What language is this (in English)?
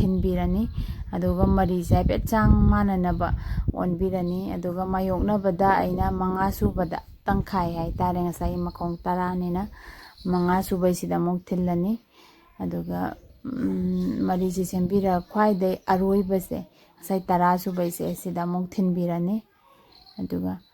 Manipuri